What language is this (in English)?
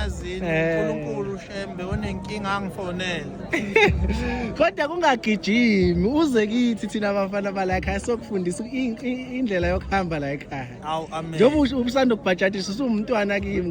Zulu